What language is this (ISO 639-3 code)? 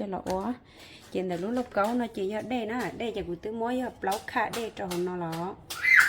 hmn